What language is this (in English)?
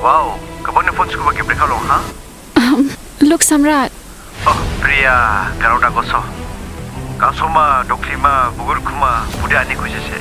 Dimasa